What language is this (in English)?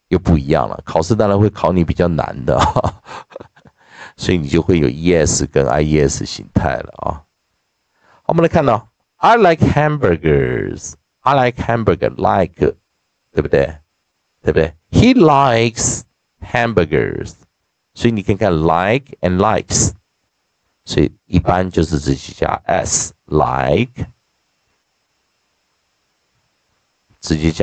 Chinese